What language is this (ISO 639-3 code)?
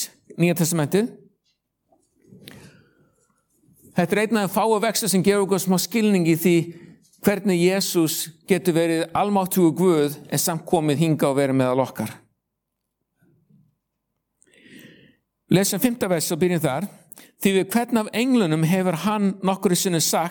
isl